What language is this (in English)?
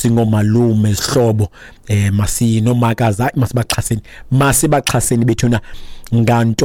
Xhosa